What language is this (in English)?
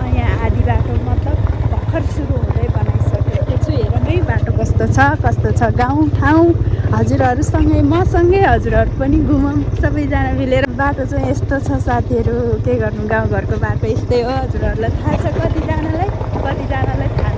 Nepali